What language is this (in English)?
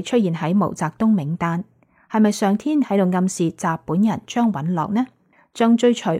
Cantonese